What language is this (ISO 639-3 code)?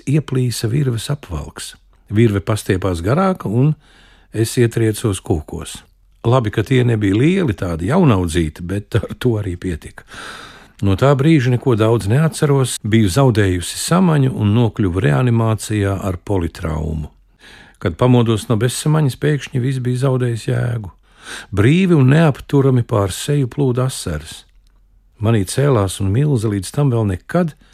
lav